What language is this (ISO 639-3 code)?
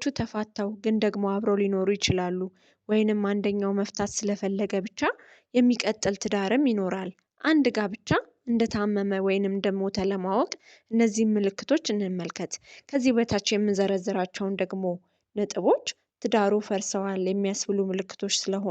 amh